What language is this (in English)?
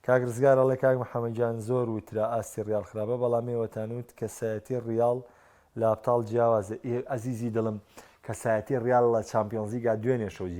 Central Kurdish